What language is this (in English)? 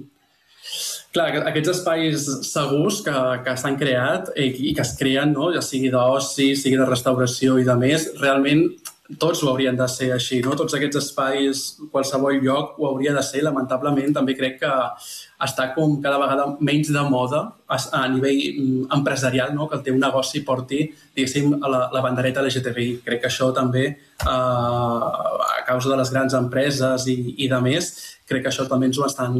Catalan